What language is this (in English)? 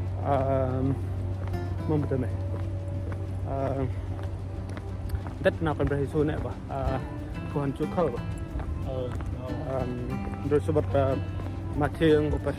Central Mnong